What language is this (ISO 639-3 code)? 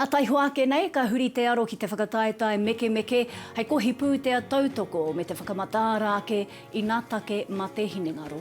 mri